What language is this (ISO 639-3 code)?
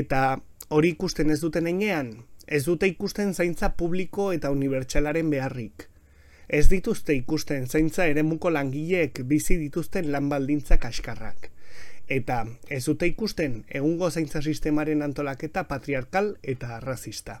eus